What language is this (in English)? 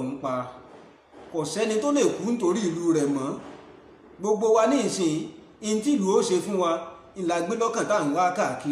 Yoruba